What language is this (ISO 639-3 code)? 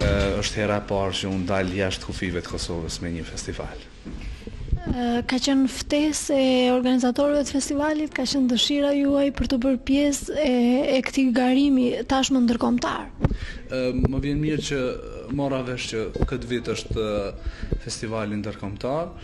sqi